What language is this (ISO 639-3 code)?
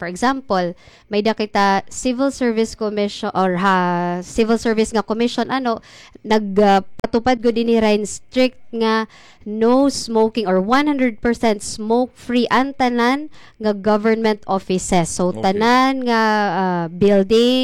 war